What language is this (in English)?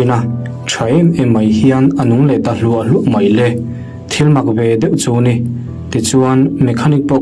Mizo